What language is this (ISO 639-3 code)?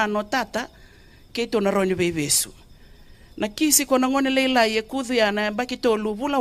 fij